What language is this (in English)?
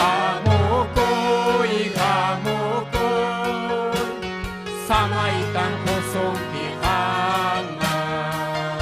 Ayacucho Quechua